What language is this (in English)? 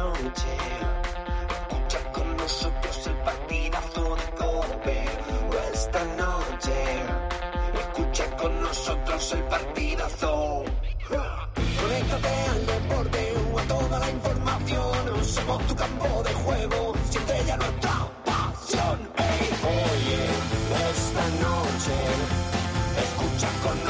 Spanish